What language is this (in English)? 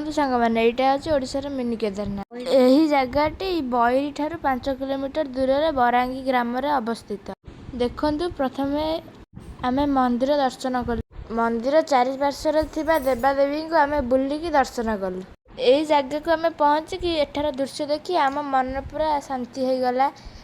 Odia